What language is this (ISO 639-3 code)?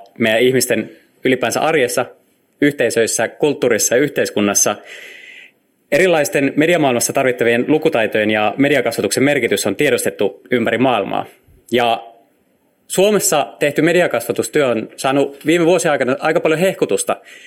fin